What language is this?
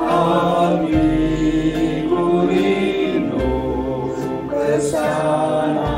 Batak Karo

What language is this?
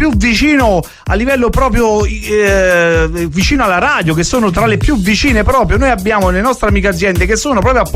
Italian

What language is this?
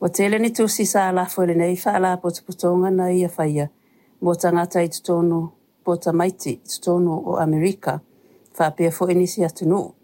Samoan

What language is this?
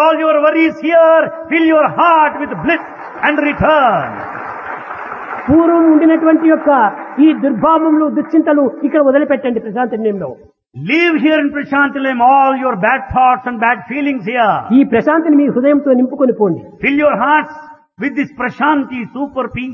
Telugu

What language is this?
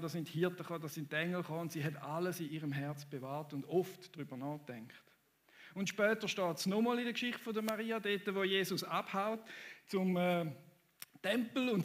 Swiss German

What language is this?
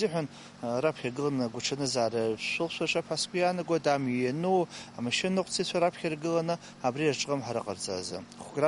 Abkhazian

